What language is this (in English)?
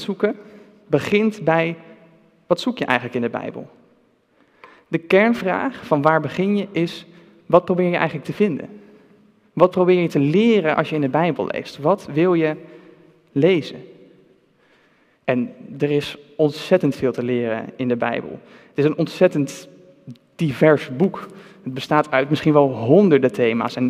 Dutch